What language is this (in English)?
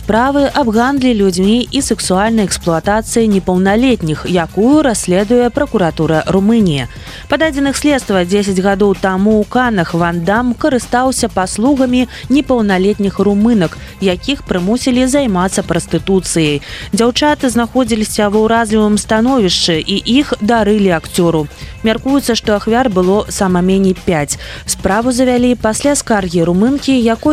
Belarusian